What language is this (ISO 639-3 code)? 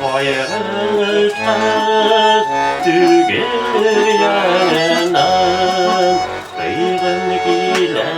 bak